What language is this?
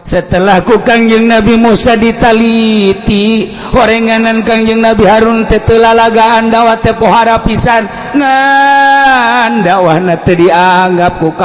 Sundanese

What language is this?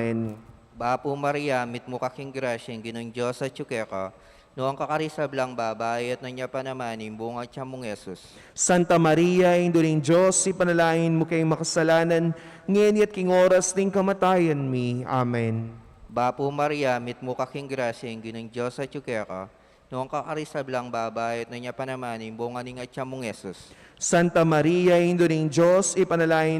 Pampanga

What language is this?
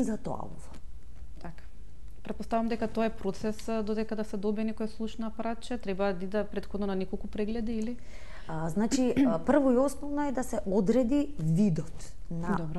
Macedonian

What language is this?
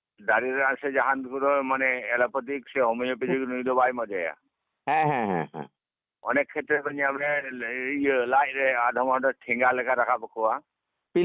Santali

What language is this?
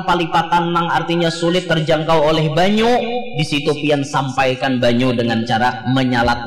Banjar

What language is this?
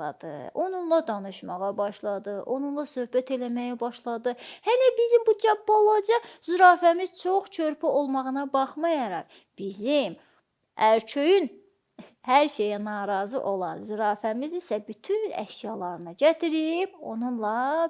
Azerbaijani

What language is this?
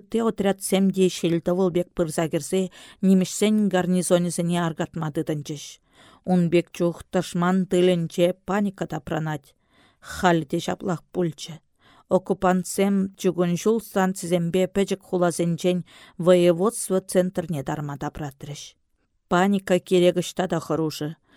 Chuvash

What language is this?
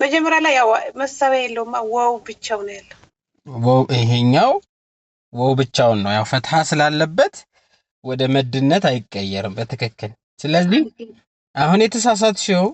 Amharic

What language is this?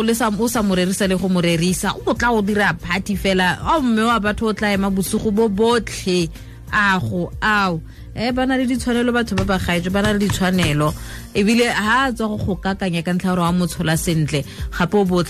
Tswana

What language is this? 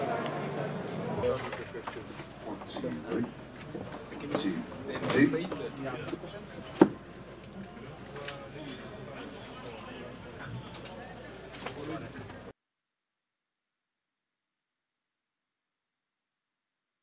English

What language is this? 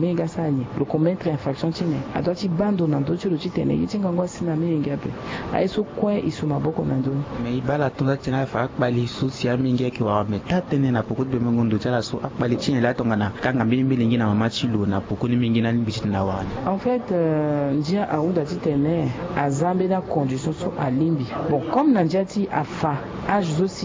Sango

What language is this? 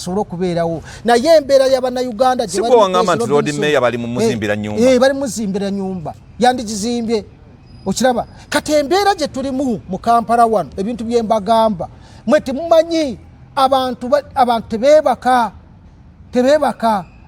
Ganda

